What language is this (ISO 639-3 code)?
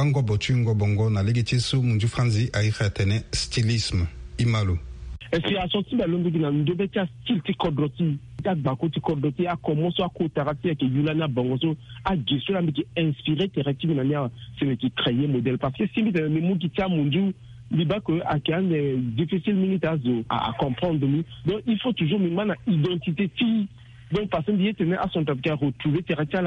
sag